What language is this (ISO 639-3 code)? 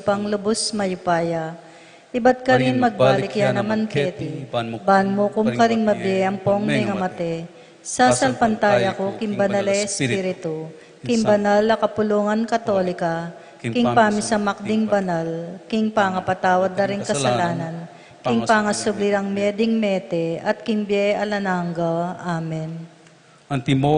pam